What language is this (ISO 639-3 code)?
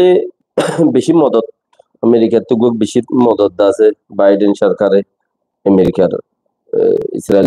rhg